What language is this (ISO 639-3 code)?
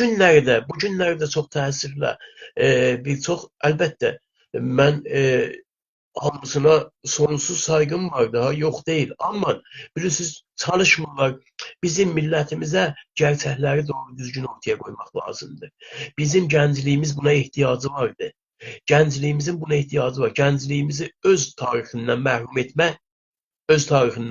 azb